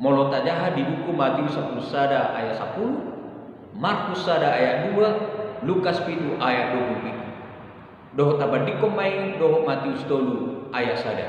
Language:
Batak Toba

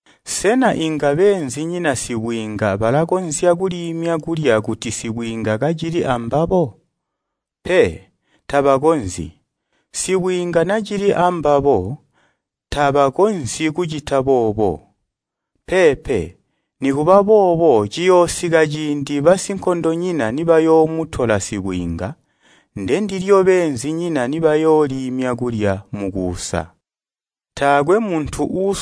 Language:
Tonga (Zambia)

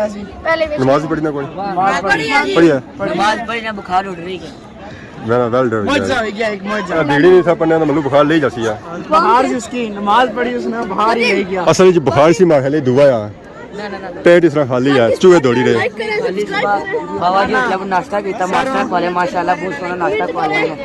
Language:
Pahari-Potwari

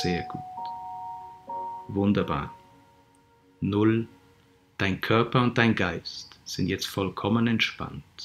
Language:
German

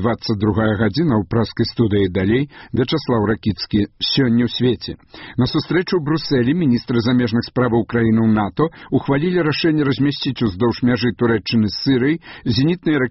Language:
Belarusian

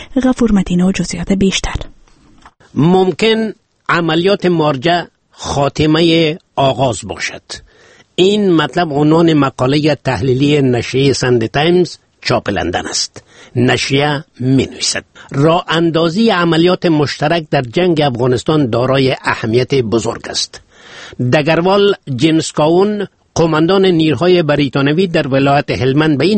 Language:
Persian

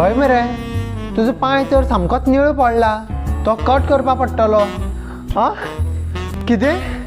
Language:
Konkani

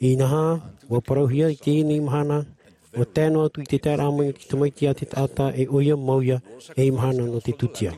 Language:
Tahitian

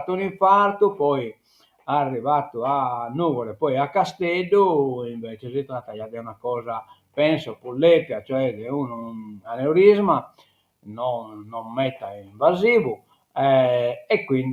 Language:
Sardinian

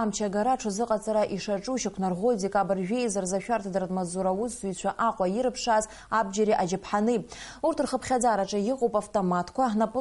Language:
Abkhazian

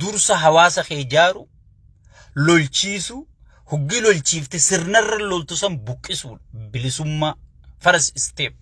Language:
Oromo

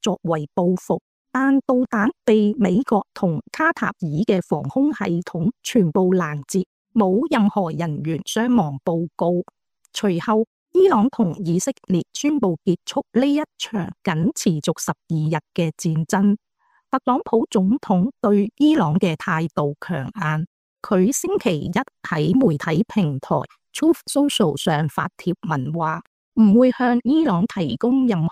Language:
Cantonese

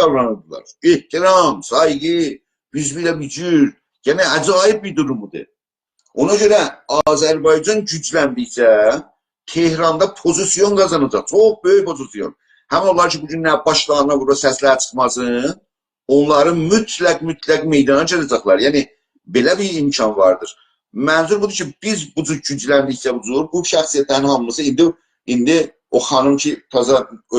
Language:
South Azerbaijani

